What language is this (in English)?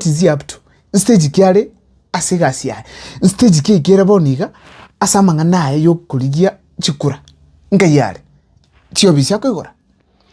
Gusii